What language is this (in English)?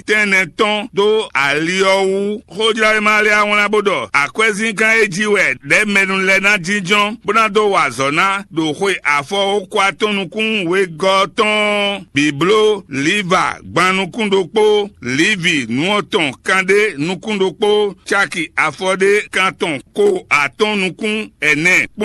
Fon